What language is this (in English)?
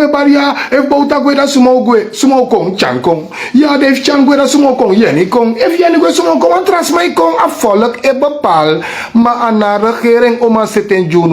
Sranan Tongo